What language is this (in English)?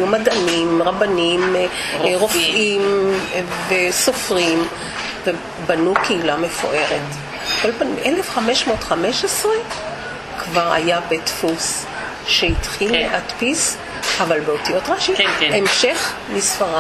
Hebrew